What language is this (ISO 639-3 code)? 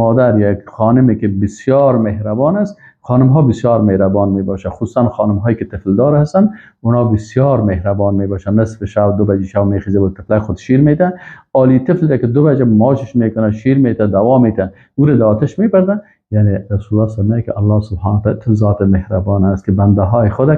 fas